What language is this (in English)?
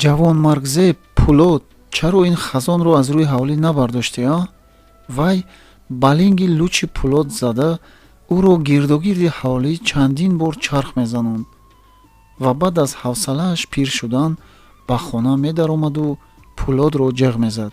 Tajik